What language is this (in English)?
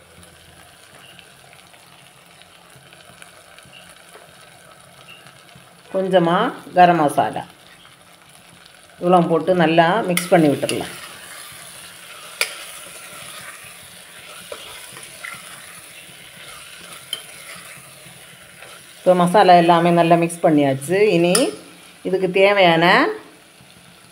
Tamil